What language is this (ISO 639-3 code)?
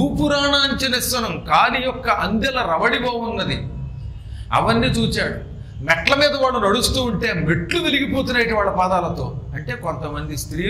tel